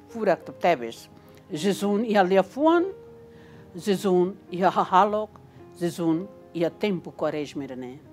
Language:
Tetum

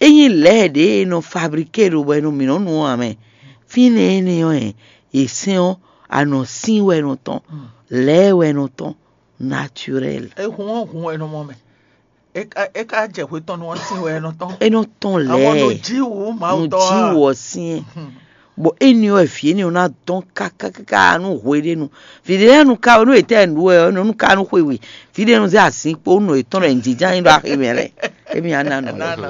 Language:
Fon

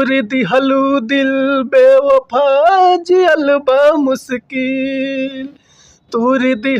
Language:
Bhojpuri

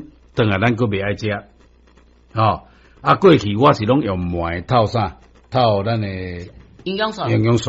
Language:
Min Nan Chinese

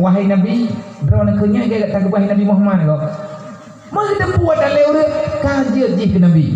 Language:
Achinese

